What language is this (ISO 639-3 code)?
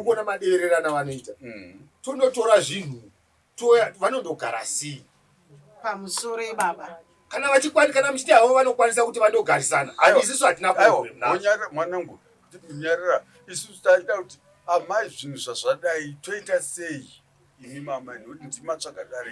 sna